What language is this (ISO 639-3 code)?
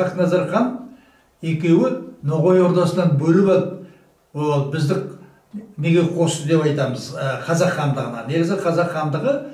kaz